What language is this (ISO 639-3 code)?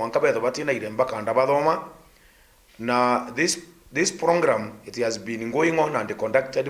mer